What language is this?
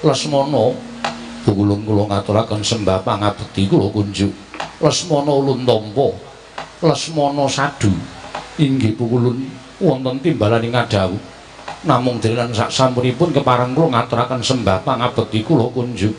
Javanese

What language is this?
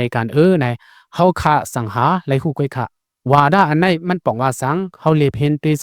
Lao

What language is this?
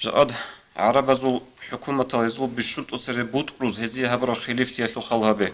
Avaric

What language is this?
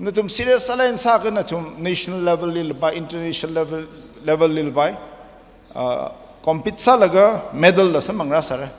Tangkhul Naga (India)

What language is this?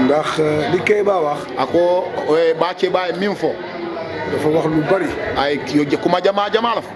Wolof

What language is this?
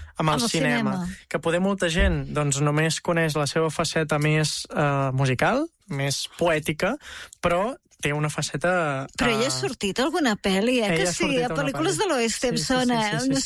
Catalan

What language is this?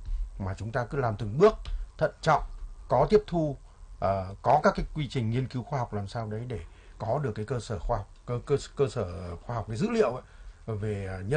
Vietnamese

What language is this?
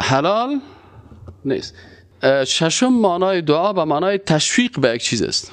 Persian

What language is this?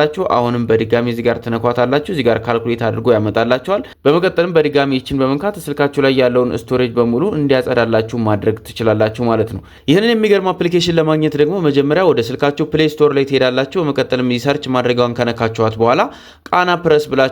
Amharic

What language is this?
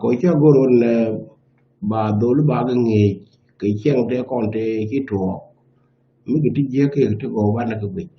Nuer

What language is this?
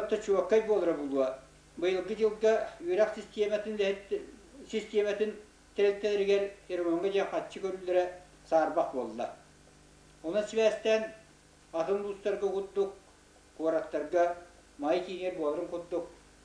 Yakut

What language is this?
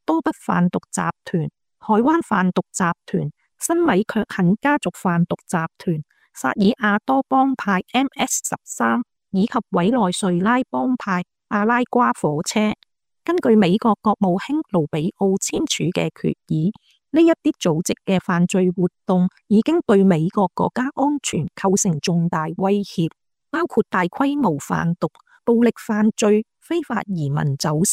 Cantonese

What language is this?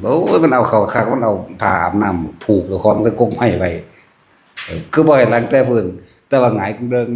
Northeastern Thai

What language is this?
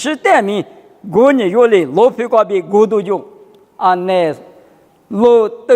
Lisu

